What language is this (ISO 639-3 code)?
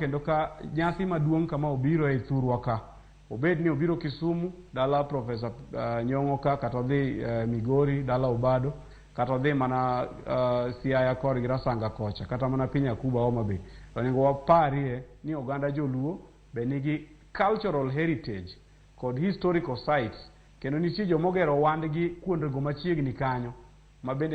luo